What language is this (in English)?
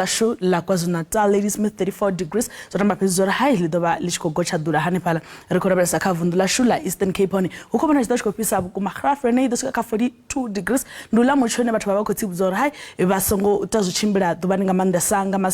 Venda